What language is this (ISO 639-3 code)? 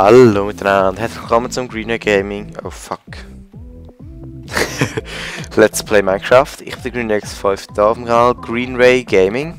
gsw